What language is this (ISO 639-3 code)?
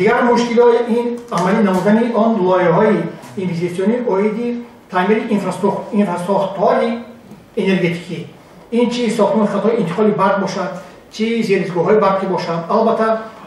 tgk